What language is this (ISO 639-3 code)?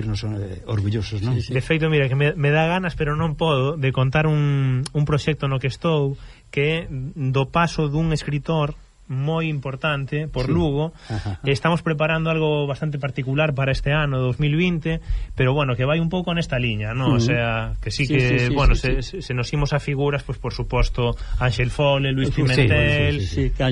glg